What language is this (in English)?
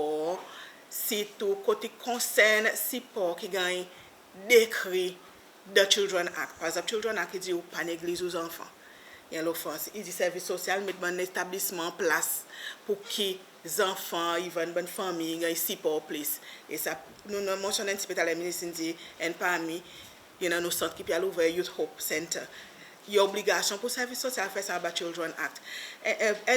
Seselwa Creole French